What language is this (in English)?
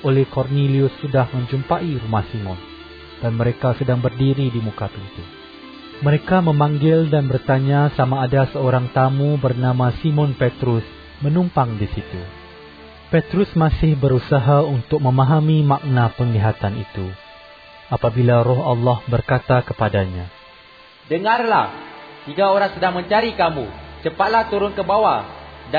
Malay